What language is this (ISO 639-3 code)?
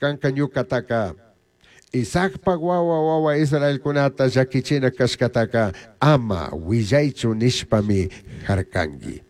qug